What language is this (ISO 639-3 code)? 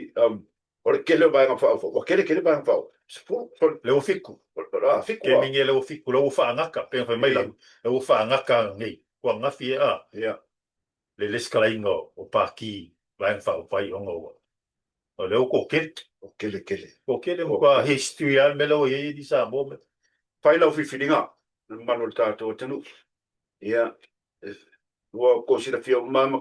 smo